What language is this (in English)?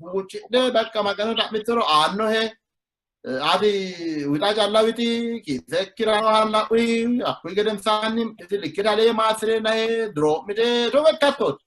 Sidamo